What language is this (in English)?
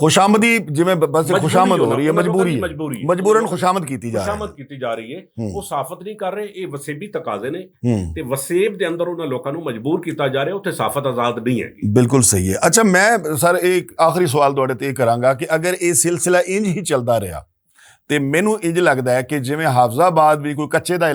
Western Panjabi